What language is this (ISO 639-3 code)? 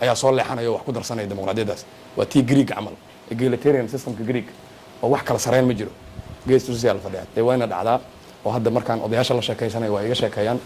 som